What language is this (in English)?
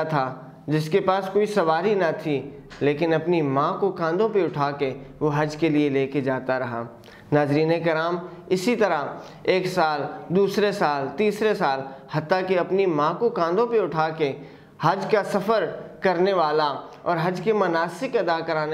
Urdu